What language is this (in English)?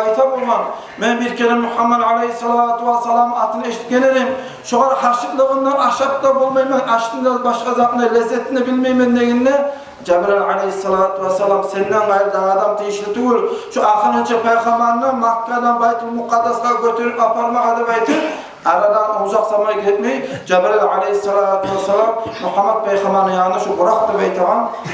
Kumyk